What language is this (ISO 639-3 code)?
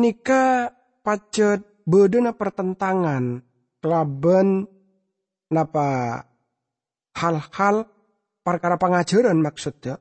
mad